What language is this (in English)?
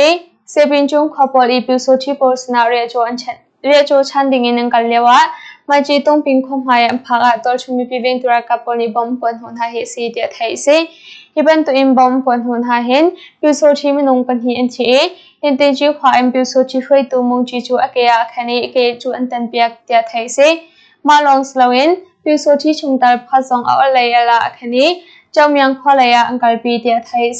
Hakha Chin